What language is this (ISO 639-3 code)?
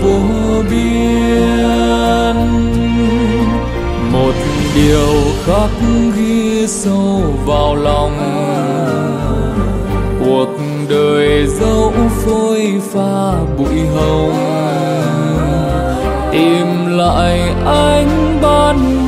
vie